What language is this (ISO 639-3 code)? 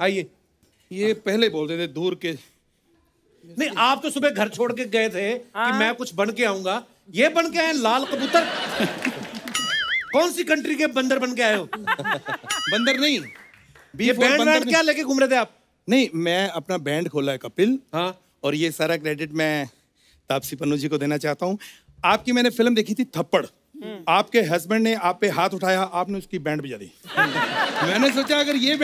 hin